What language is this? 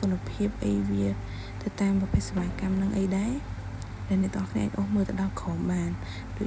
Khmer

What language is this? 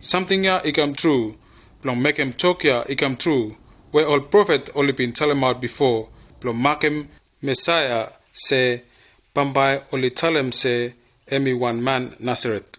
Bislama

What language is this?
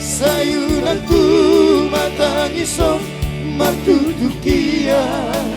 Batak Toba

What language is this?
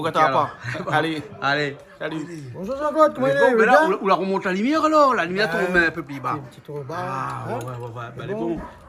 Réunion Creole French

